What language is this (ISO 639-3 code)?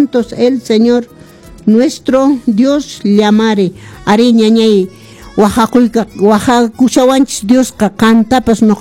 que